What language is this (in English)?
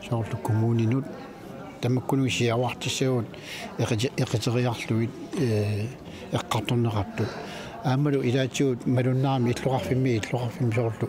Kalaallisut